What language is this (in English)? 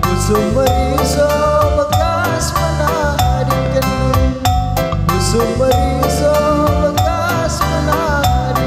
Batak Karo